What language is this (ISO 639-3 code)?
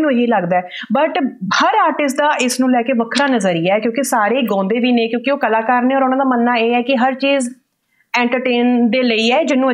pan